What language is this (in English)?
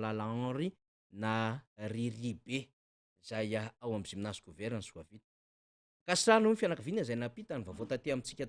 Malagasy